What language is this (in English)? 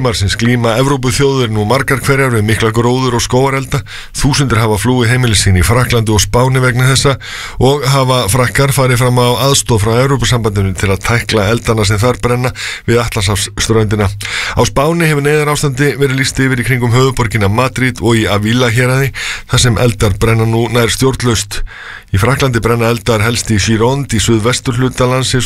Icelandic